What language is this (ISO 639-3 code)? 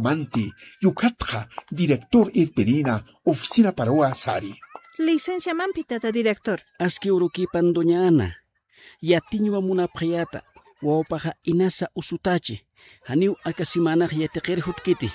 aym